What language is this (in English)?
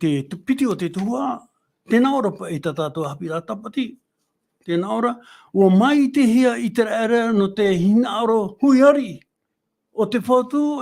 Tahitian